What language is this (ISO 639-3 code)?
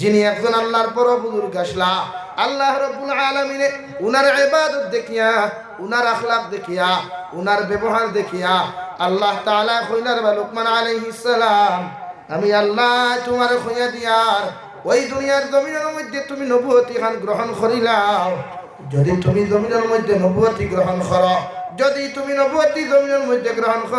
syl